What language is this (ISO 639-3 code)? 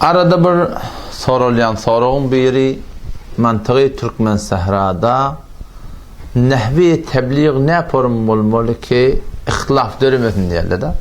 tuk